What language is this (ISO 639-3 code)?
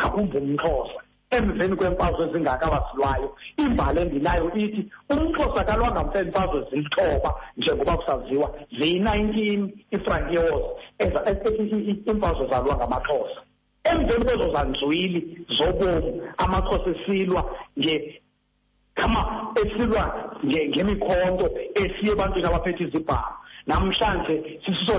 xho